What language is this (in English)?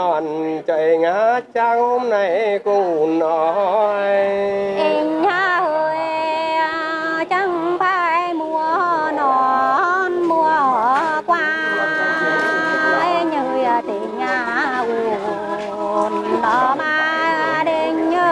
Vietnamese